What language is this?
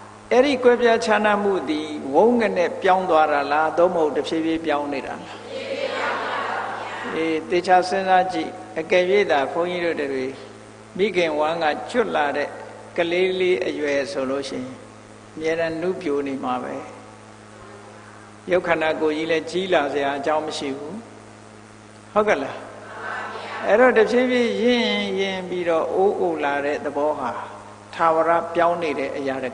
Burmese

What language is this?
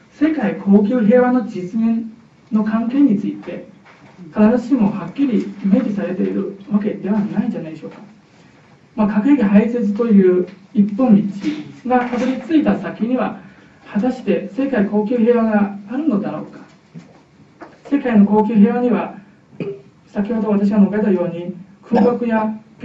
Japanese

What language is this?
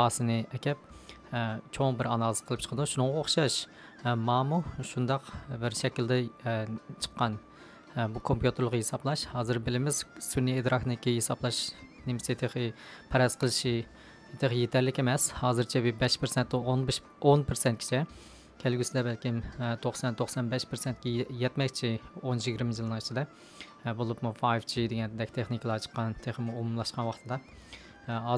Uyghur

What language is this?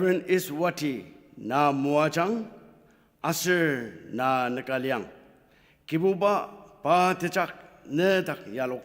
Ao Naga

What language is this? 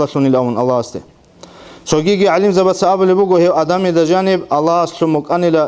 Avaric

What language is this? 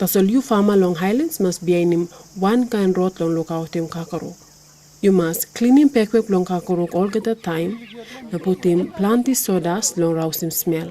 Tok Pisin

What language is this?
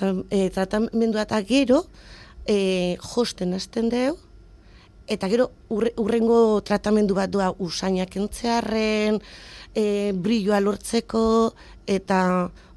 Basque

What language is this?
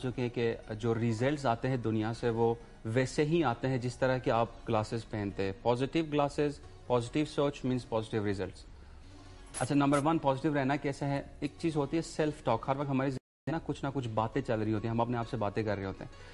Urdu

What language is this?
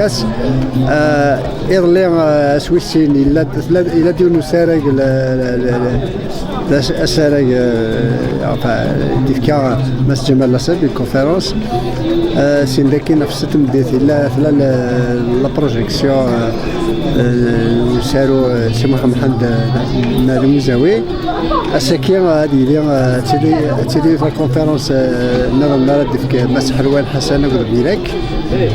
Kabyle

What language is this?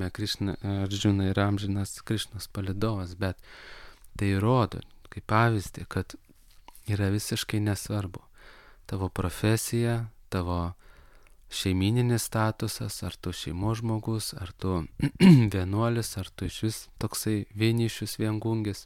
Lithuanian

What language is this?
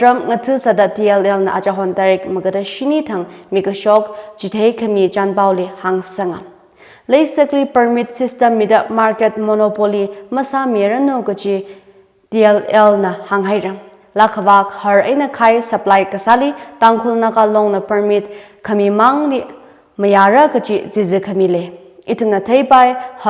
Tangkhul Naga (India)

